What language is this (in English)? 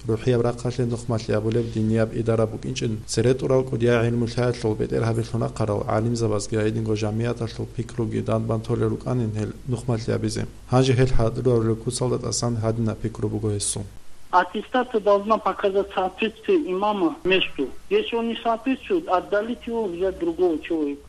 Avaric